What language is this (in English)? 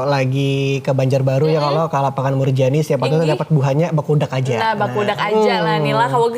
Banjar